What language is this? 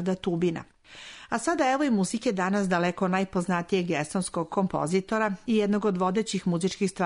Serbian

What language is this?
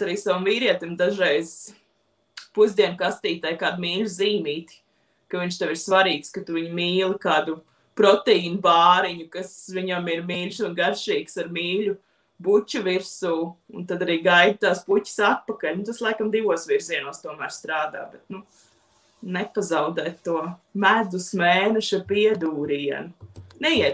Latvian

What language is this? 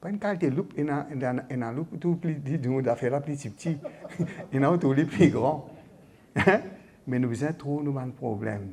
Morisyen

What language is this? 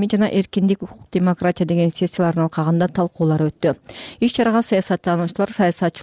Kyrgyz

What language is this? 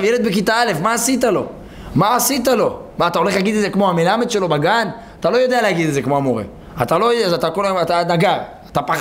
Hebrew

